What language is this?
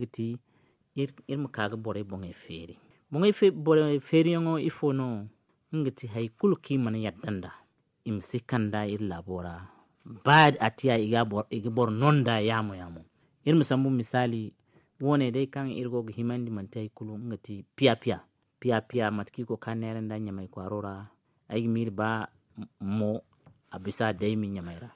Zarma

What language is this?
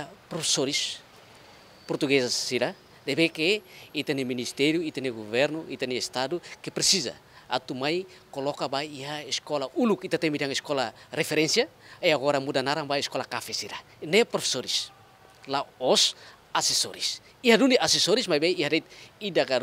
Tetum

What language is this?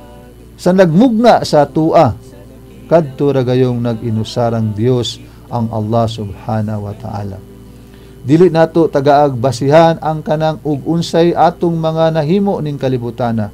Cebuano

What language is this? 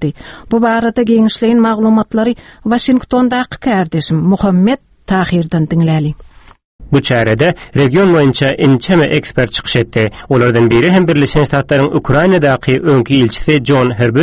Turkmen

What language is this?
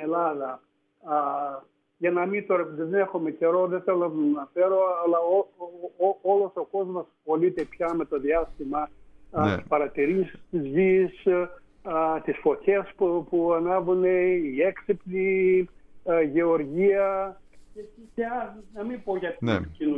Greek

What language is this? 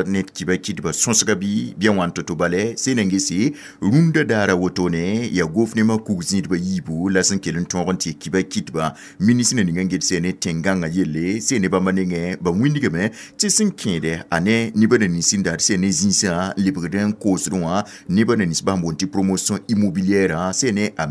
Mossi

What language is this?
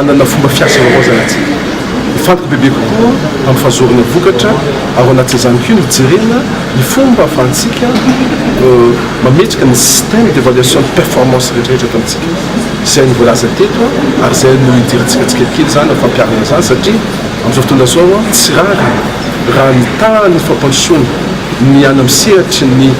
Malagasy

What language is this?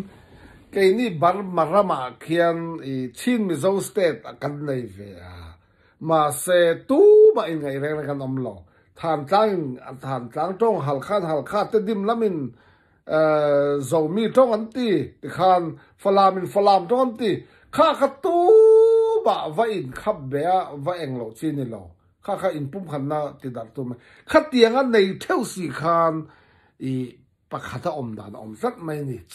Hakha Chin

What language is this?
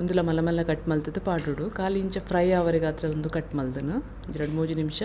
Tulu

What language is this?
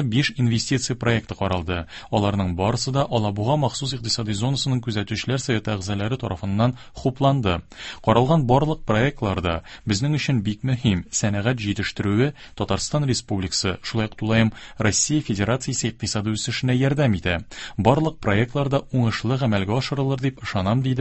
Tatar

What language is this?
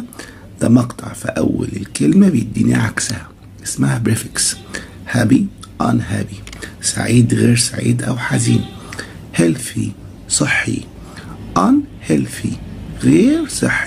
Egyptian Arabic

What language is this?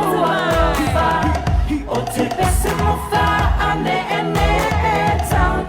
Tongan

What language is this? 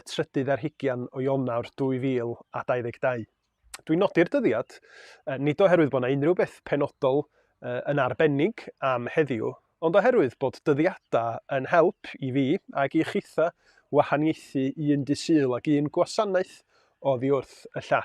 Welsh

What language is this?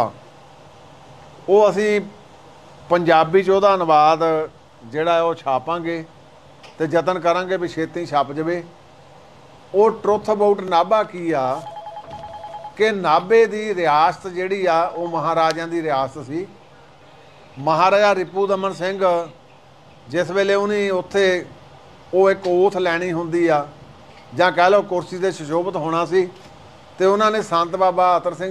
Punjabi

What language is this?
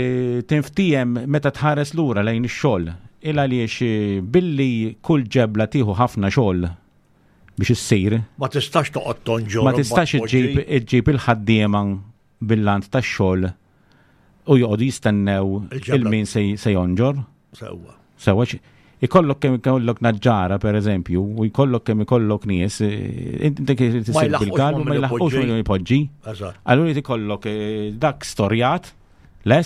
Maltese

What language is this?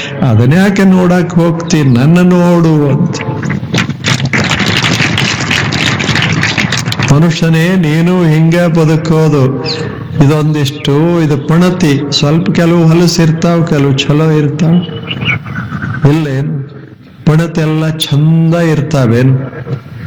Kannada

